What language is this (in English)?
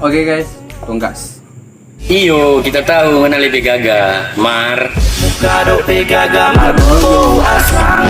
Manado Malay